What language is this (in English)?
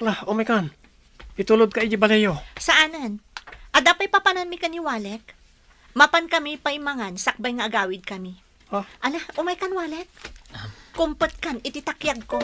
Iloko